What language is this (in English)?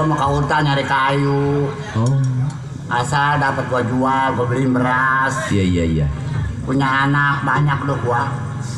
Betawi